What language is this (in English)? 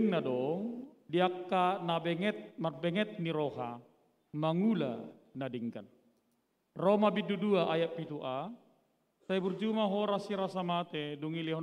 Batak Toba